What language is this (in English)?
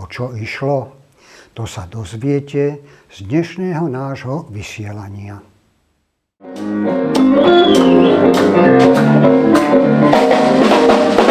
Slovak